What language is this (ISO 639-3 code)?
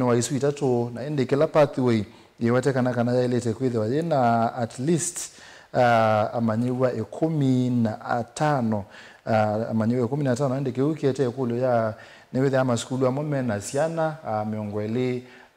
kam